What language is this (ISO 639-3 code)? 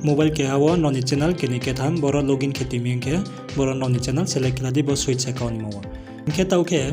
ria